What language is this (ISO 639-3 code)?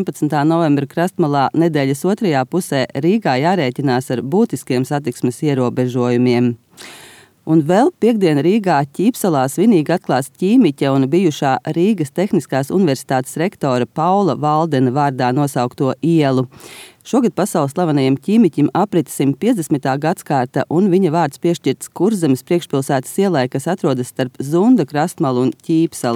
lav